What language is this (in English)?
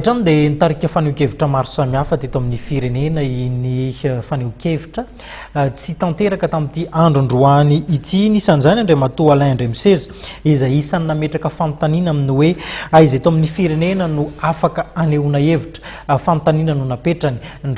Malagasy